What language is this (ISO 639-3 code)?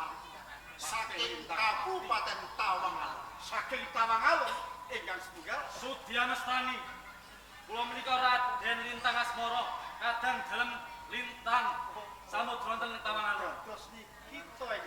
jav